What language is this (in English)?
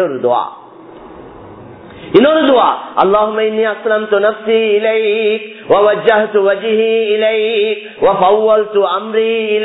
Tamil